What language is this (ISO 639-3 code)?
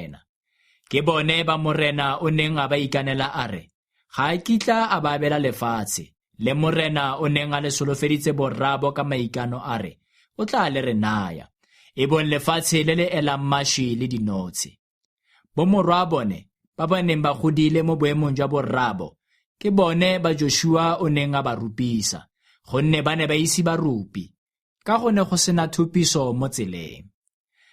tsn